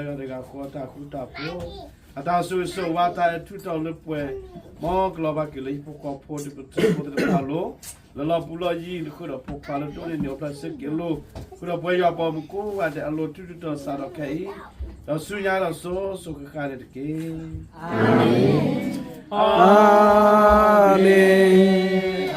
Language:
S'gaw Karen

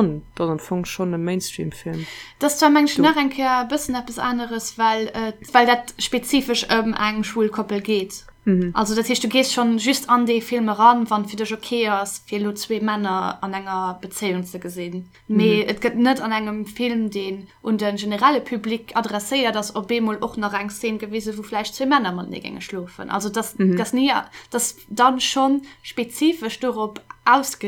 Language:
Luxembourgish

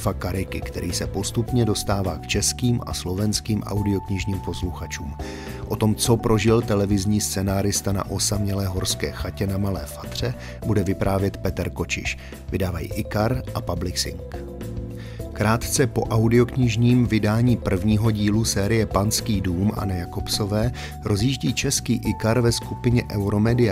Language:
Czech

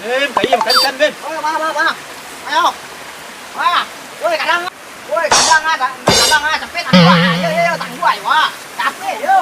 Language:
Minangkabau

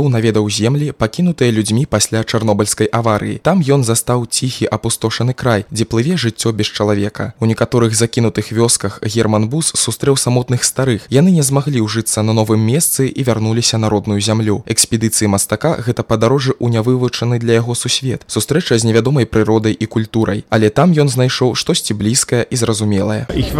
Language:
Belarusian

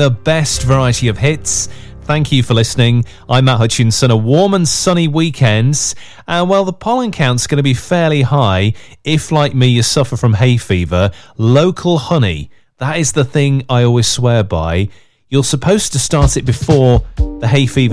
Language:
English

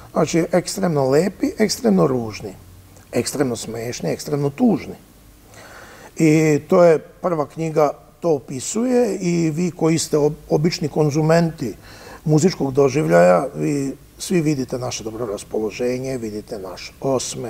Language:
Serbian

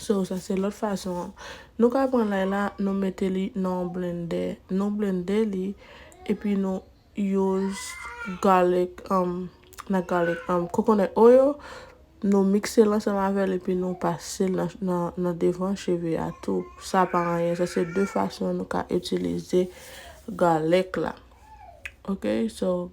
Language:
Haitian Creole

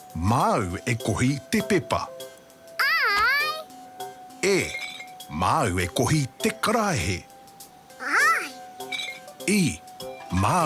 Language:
Māori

